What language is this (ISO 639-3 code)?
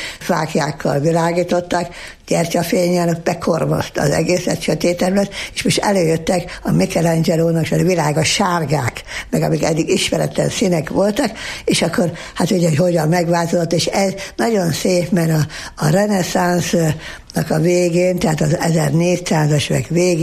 hun